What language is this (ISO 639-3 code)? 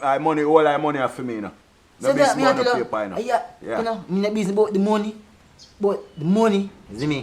jam